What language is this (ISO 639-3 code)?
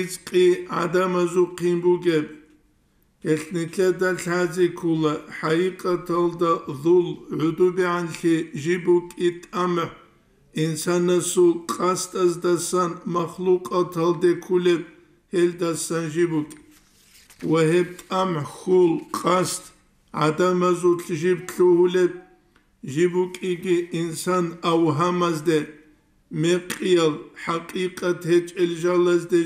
ava